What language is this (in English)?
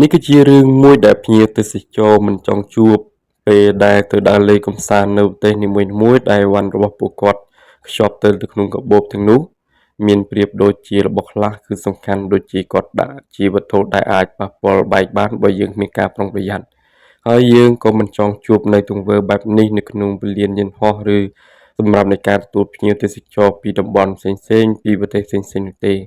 Khmer